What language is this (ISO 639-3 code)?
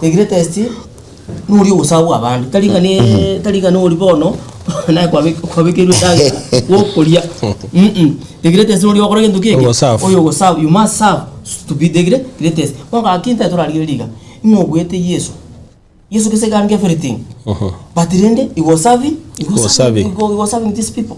guz